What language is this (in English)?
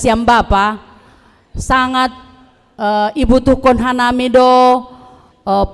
Batak Simalungun